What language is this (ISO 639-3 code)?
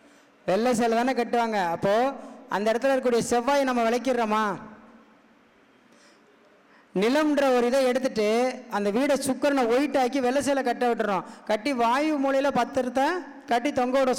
tam